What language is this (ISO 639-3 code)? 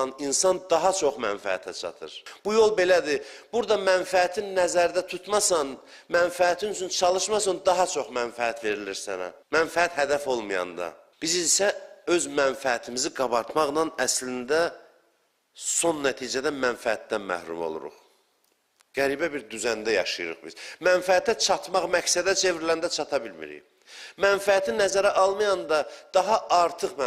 aze